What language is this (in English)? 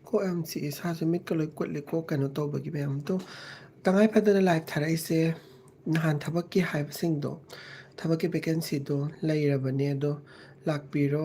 Manipuri